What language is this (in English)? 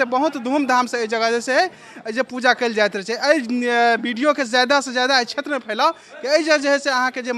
Maithili